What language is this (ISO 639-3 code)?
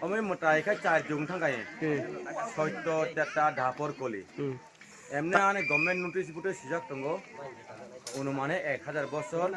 ria